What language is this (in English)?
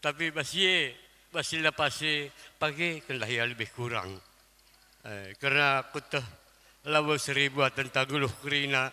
Batak Karo